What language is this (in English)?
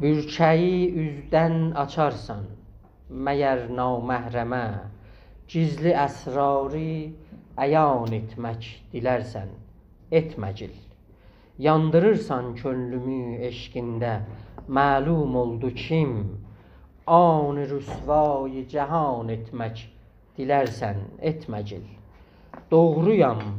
South Azerbaijani